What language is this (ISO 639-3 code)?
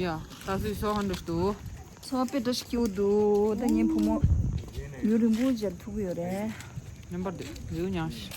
bod